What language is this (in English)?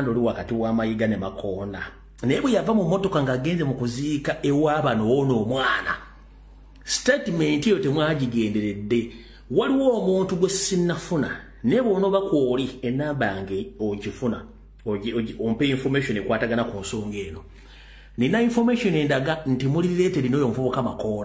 Ganda